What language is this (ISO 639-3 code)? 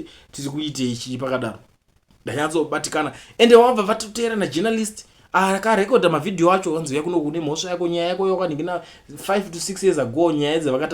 sna